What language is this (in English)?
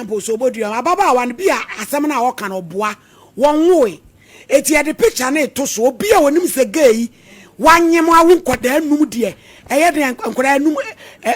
Akan